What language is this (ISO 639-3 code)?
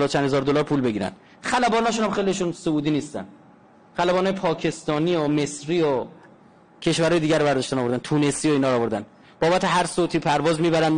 fas